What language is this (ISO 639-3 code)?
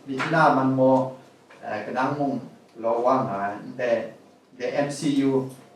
kac